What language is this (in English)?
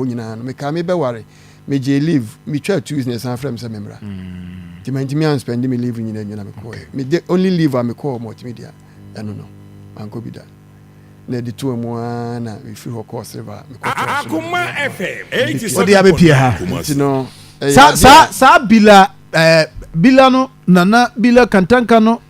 Akan